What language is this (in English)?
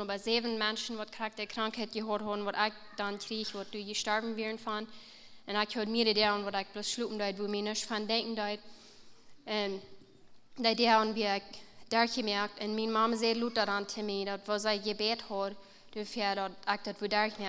Plautdietsch